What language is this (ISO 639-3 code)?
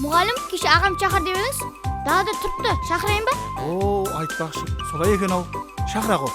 kaa